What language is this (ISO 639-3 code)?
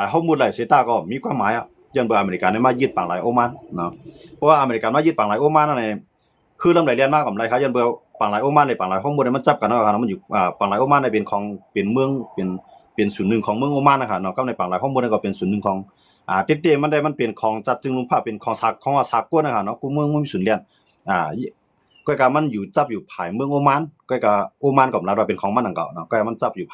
shn